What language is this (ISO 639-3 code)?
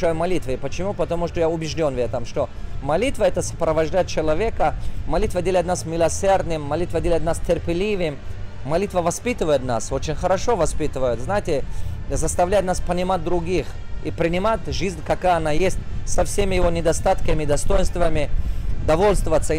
rus